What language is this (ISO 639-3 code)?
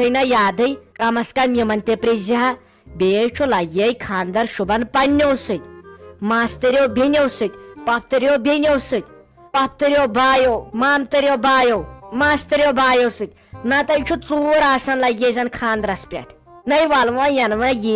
kas